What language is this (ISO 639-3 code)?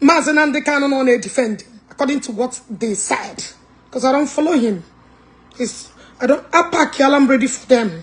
ibo